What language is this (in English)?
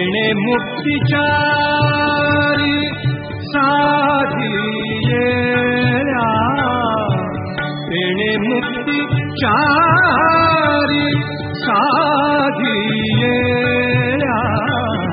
Marathi